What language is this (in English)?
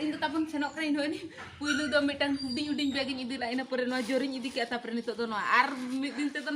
Santali